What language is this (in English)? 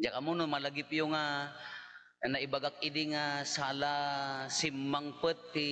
Iloko